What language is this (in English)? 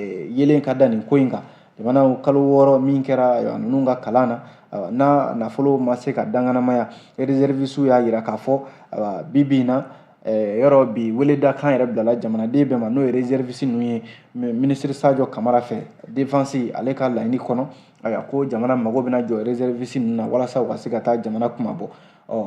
Bambara